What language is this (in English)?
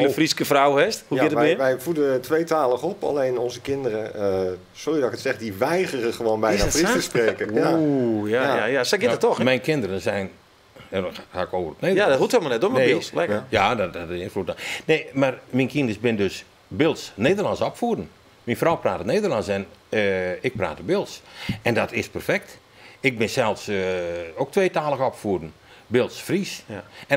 Western Frisian